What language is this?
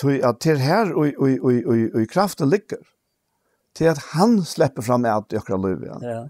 Faroese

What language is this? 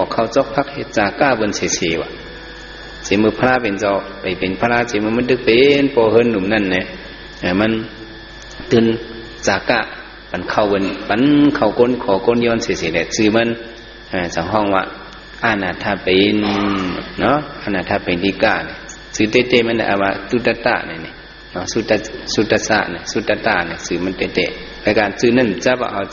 Shan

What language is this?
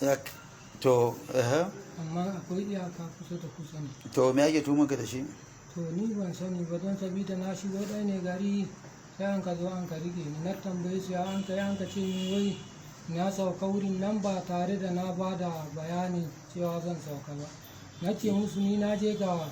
Hausa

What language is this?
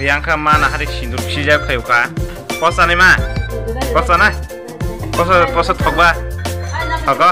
Kok Borok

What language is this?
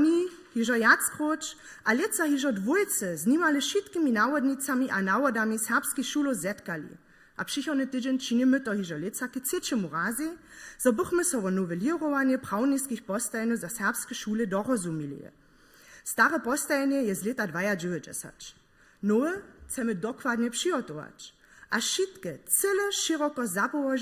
Upper Sorbian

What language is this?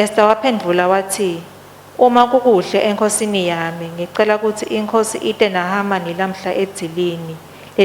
Swati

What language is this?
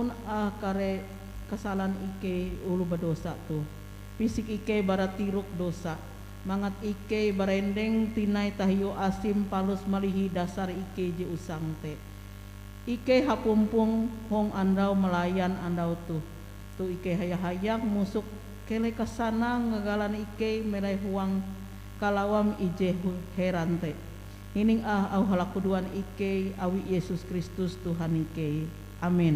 Ngaju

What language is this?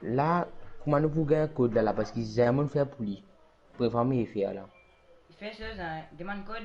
Morisyen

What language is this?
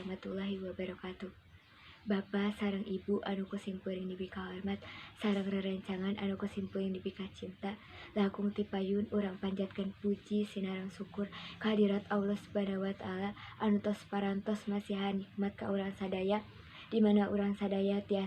Sundanese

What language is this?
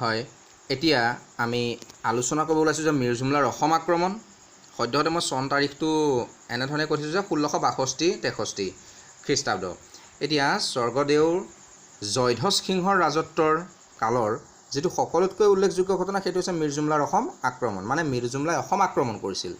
Assamese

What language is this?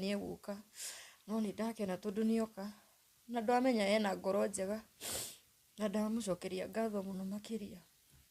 Kikuyu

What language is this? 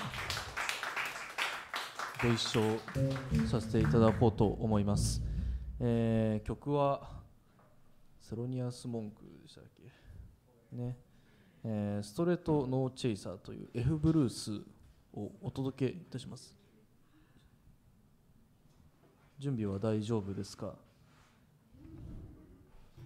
Japanese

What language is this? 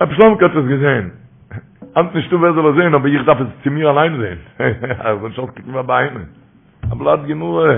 Yiddish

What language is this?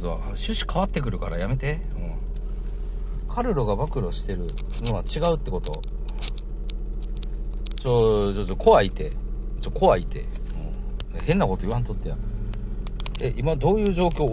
Japanese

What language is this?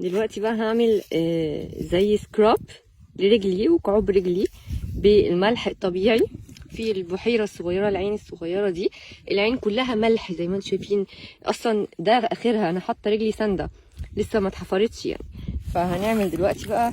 Egyptian Arabic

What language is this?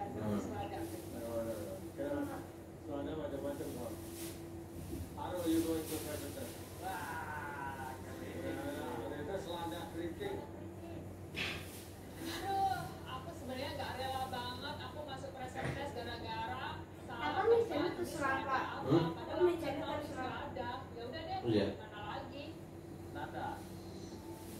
Indonesian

